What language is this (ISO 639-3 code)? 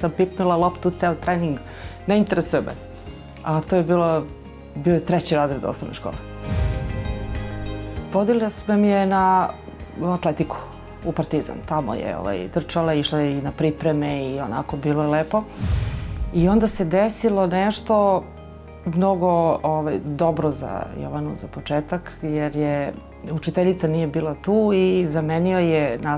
srp